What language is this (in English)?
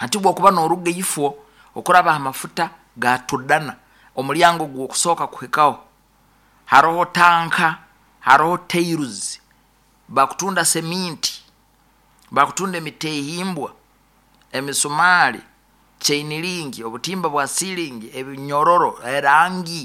Nyoro